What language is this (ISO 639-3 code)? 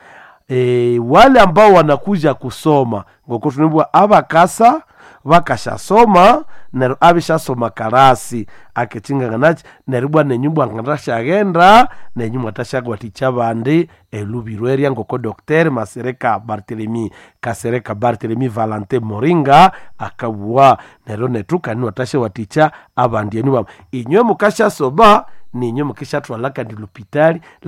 nnb